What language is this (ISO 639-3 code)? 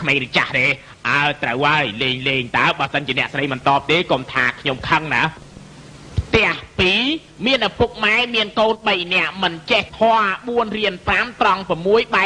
khm